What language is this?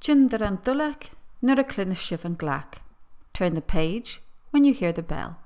Scottish Gaelic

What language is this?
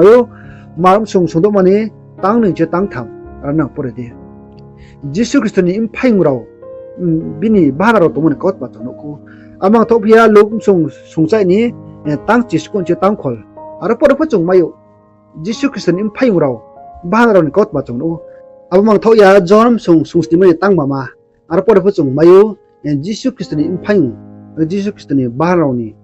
Riang (India)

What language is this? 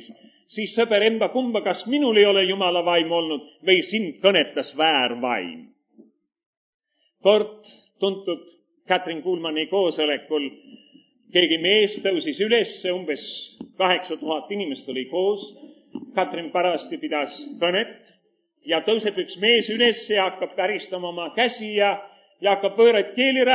Estonian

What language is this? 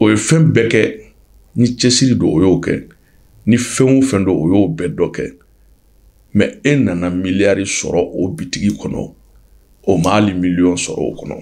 Bambara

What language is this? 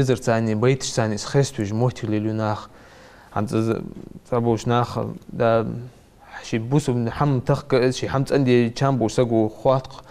Ingush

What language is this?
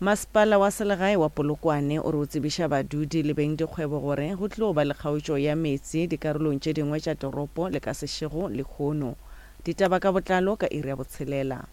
Northern Sotho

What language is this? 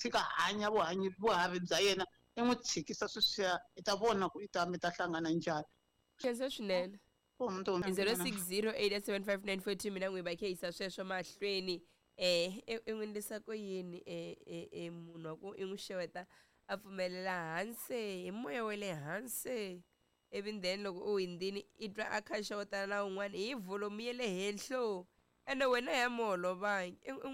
Tsonga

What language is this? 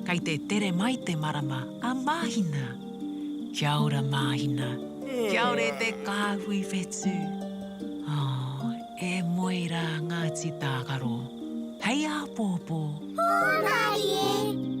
Māori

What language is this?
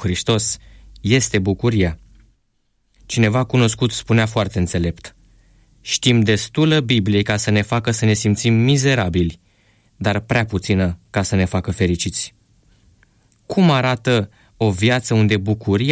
Romanian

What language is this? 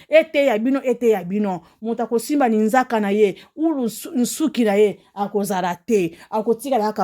Lingala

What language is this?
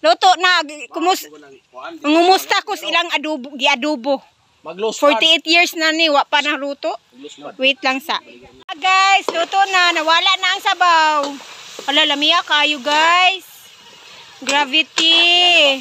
Cebuano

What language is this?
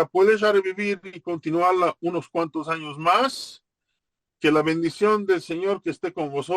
Ladino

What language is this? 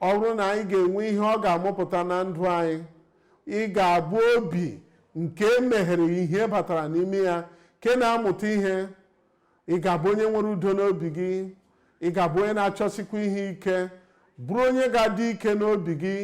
Igbo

